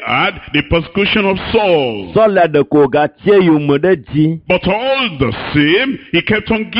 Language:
Ewe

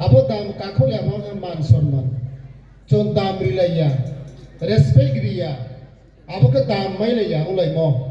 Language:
Riang (India)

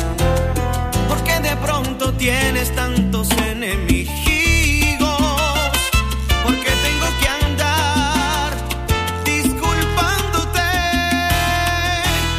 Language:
Spanish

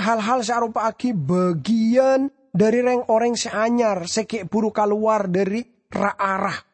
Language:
Madurese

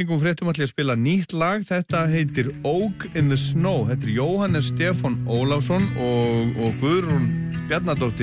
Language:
Icelandic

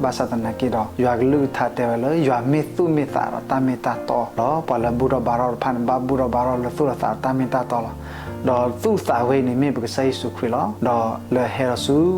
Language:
S'gaw Karen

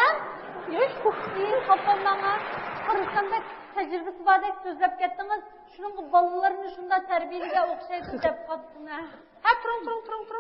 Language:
Uyghur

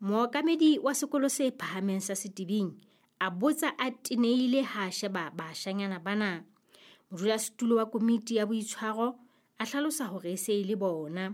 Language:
Southern Sotho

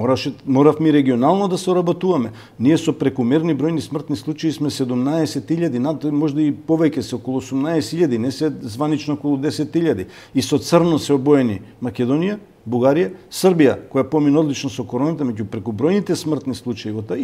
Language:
Macedonian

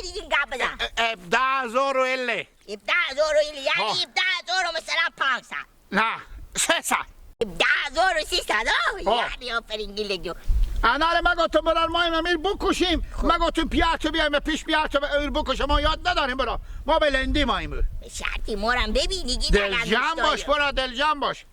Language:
Hazaragi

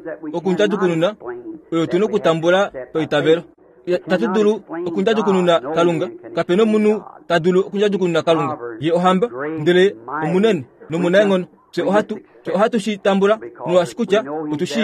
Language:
Kuanyama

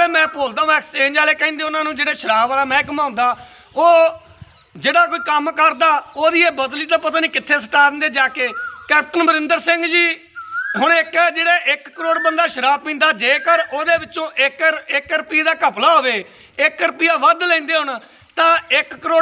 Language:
Punjabi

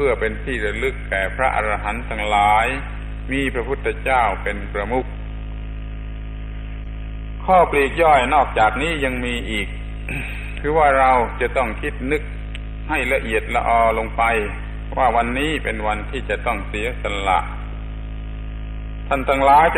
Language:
Thai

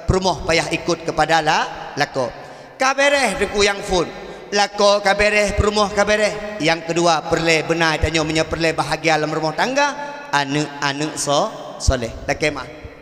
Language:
Achinese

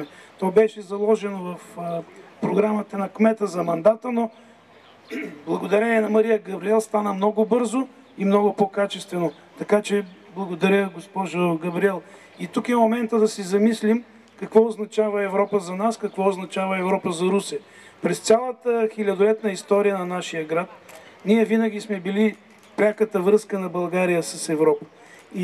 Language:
Bulgarian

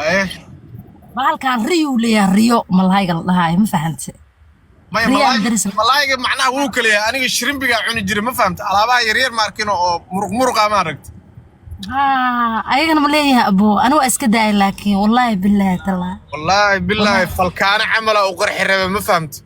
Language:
Somali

